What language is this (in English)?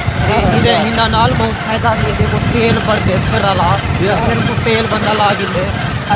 Saraiki